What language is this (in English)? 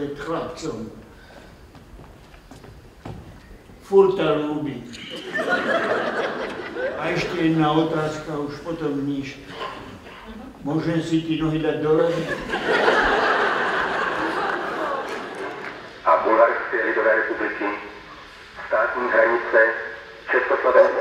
Slovak